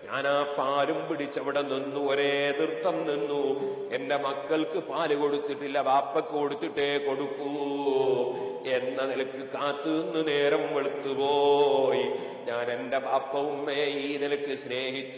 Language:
Malayalam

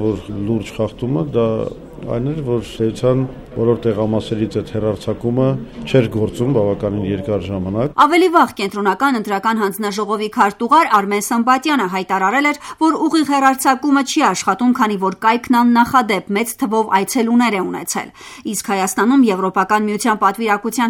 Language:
Armenian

